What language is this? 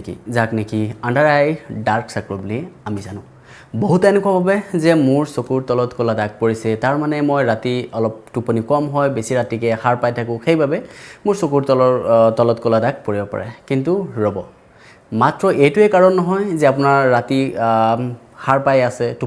Assamese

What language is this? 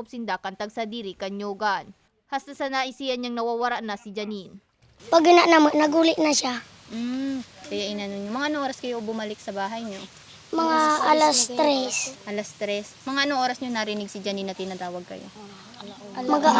Bikol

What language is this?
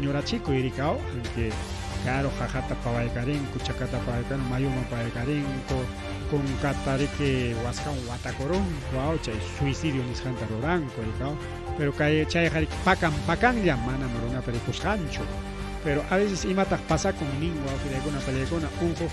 Ayacucho Quechua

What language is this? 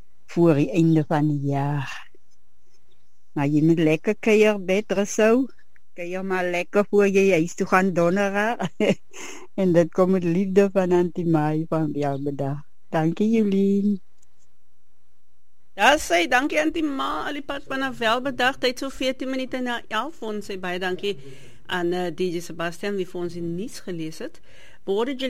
Afrikaans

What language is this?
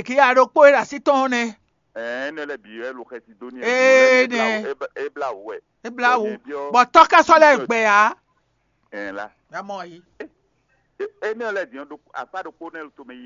Fon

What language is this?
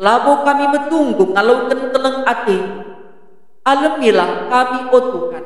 Batak Karo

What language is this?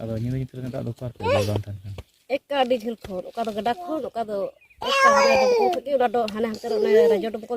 Santali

